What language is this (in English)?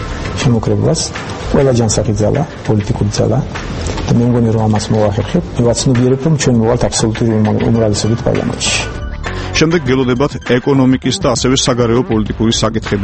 Georgian